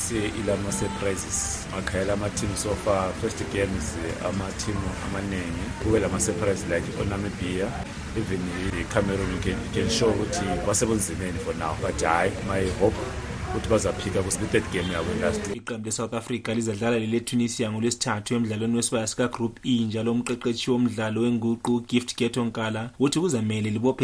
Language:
North Ndebele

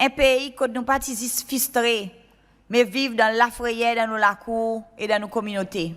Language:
Seselwa Creole French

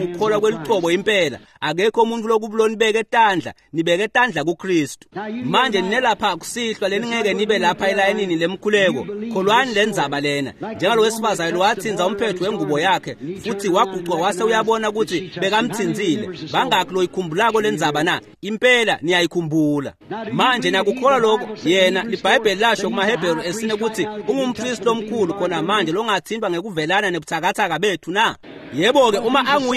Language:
Swati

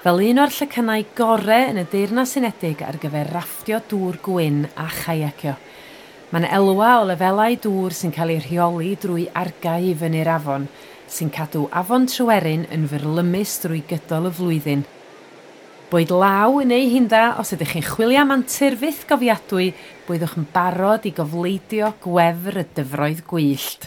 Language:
Welsh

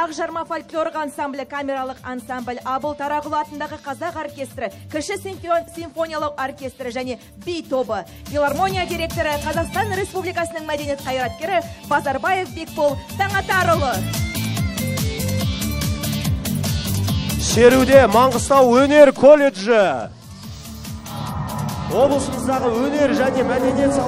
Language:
Kazakh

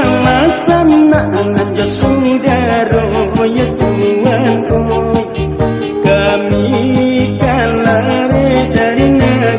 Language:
Minangkabau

